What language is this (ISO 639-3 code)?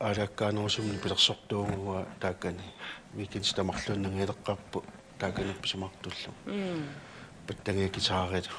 kal